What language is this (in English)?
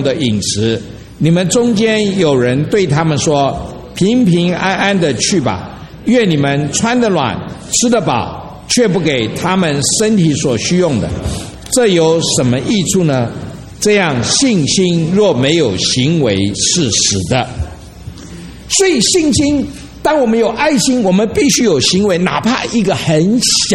Chinese